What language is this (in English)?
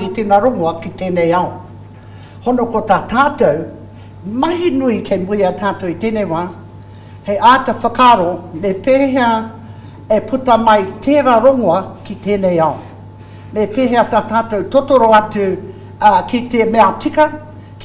Māori